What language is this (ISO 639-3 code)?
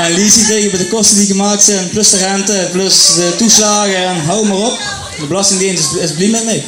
lim